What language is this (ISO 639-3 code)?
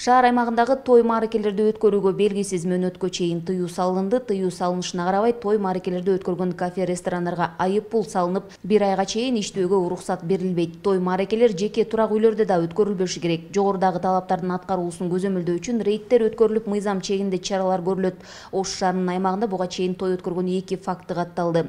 kir